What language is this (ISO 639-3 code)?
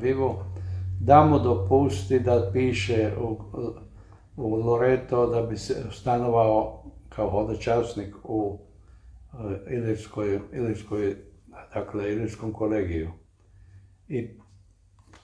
hrv